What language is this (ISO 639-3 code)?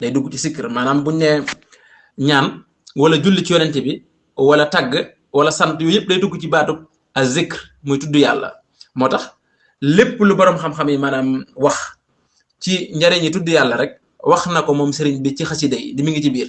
wol